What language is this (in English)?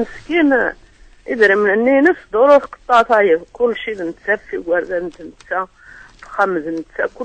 Kabyle